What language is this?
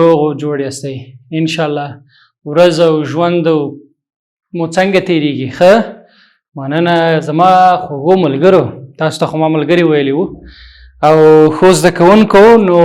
Pashto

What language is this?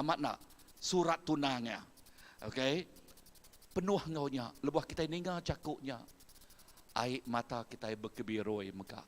Iban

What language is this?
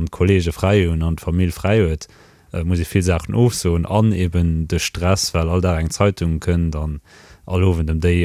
Luxembourgish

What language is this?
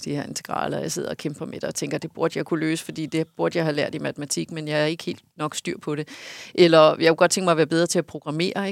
Danish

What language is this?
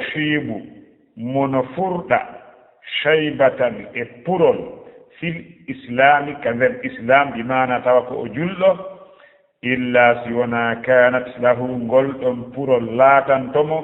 Fula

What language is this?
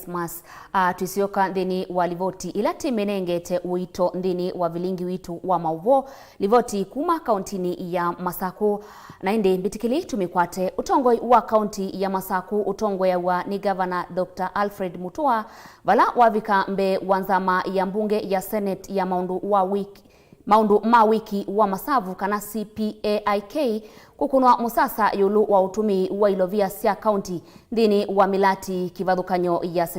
Kamba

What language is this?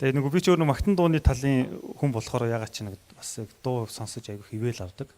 Mongolian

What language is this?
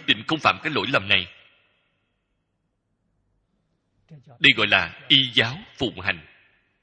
Vietnamese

